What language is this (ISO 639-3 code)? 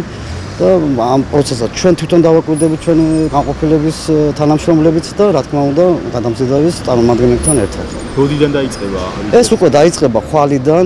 kat